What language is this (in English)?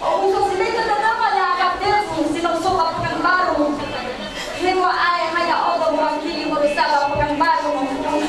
Nias